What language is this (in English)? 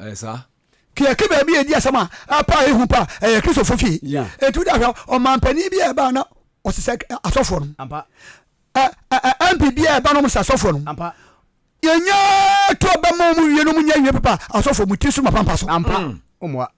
Akan